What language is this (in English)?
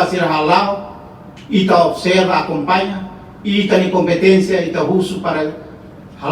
Tetum